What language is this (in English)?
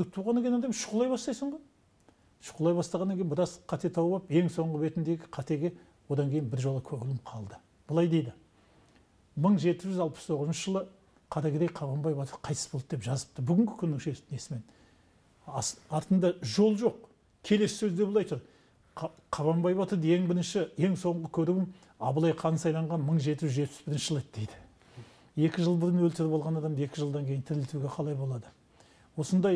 Kazakh